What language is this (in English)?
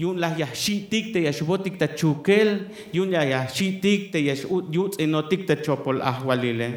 Tzeltal